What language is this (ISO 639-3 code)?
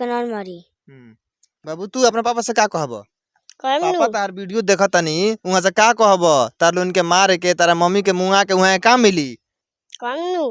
bho